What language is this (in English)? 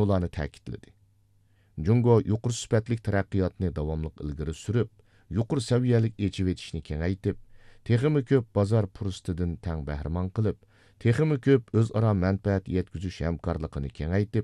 Uyghur